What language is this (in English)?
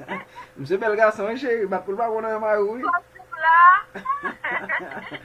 Haitian Creole